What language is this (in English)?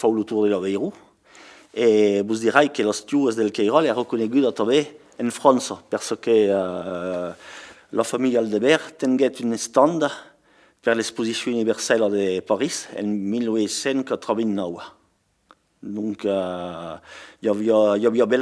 Occitan